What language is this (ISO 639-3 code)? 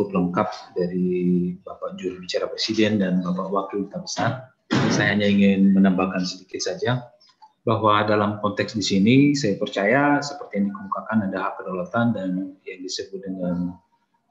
ind